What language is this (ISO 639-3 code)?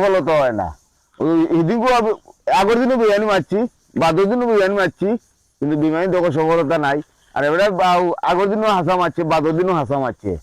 syl